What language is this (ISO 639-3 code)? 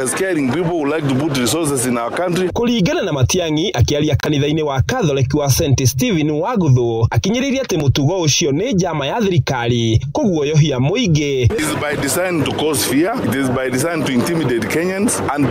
kik